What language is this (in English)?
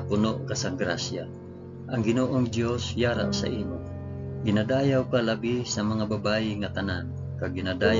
Hiligaynon